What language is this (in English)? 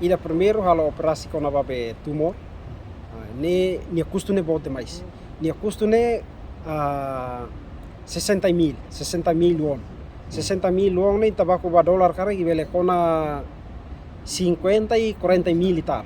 Tetum